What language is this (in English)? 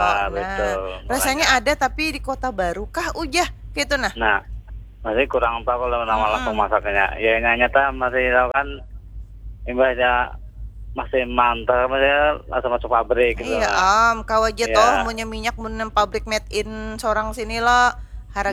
Banjar